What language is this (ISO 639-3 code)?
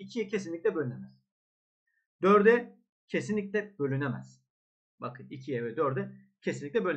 tur